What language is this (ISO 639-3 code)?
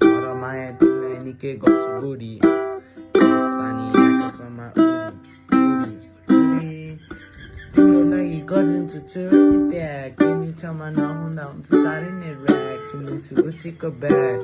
nep